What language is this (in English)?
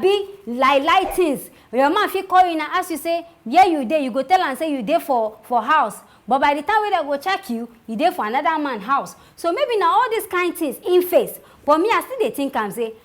Nigerian Pidgin